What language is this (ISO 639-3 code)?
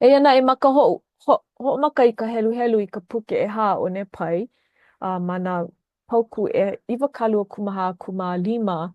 haw